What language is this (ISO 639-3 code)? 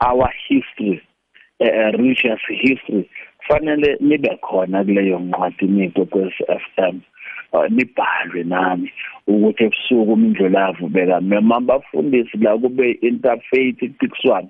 nbl